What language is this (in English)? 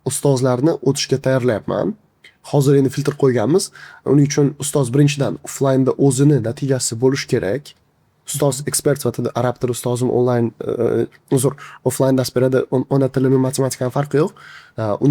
Uzbek